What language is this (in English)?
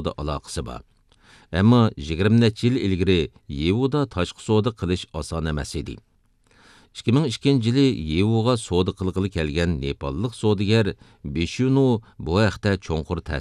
Uyghur